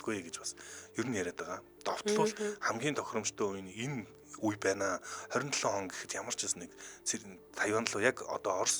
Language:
Mongolian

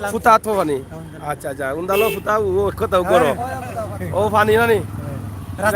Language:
Sylheti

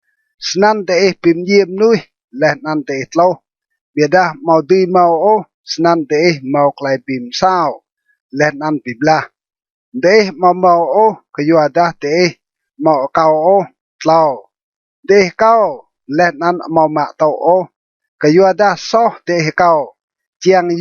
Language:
Rade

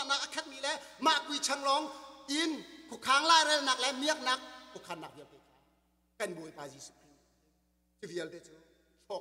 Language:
Thai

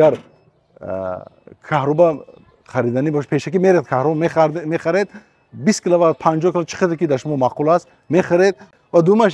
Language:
Tajik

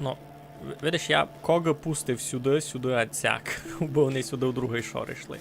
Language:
Rusyn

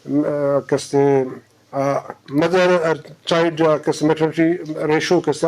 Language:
Baluchi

